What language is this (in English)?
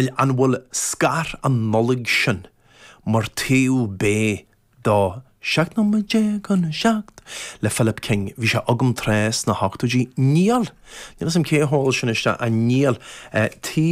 Irish